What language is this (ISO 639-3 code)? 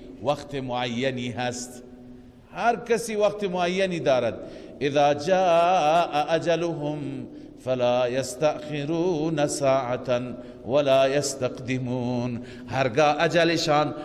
fas